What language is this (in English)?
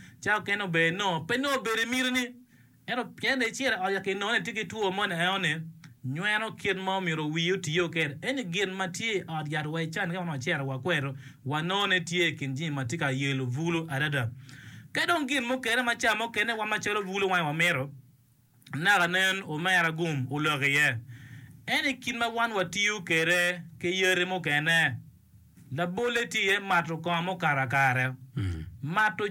Acoli